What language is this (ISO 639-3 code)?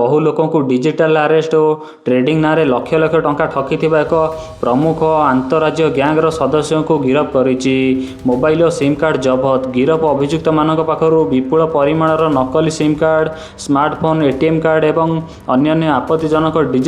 ori